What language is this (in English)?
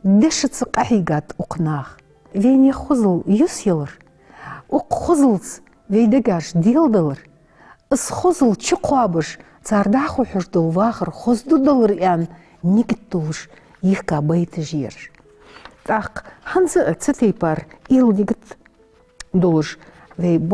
Ingush